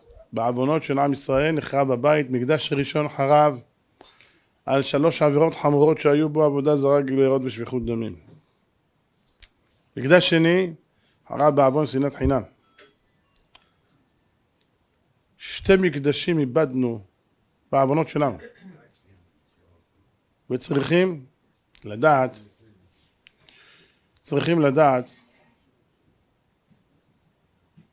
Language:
Hebrew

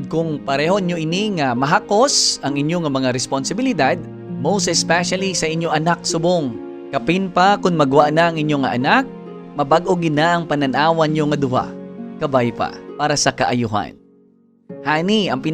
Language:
Hiligaynon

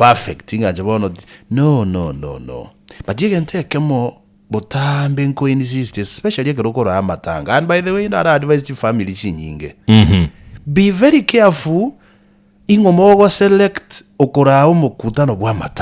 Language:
Gusii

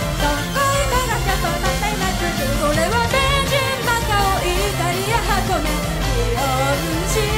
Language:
Japanese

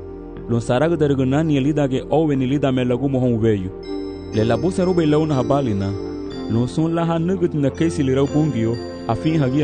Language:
Garifuna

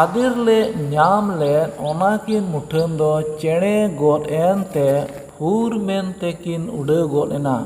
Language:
Santali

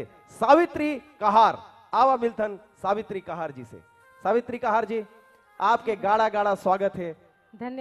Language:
Chhattisgarhi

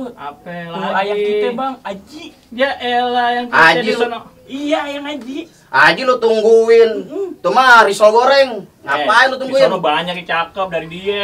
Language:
Betawi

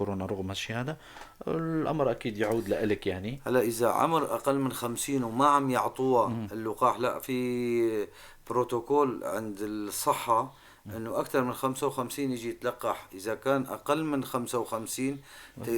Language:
North Levantine Arabic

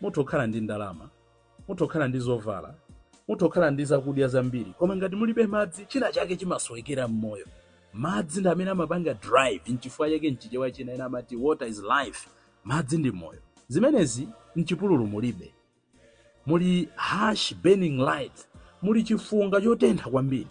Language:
Nyanja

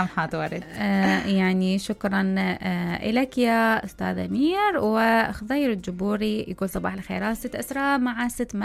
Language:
Mesopotamian Arabic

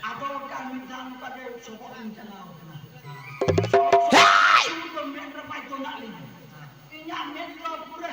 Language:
Santali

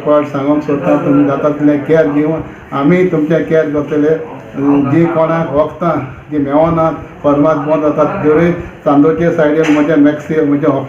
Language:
Konkani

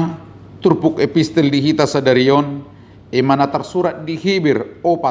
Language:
Batak Toba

